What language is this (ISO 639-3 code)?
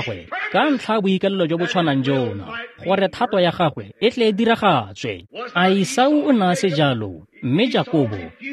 tsn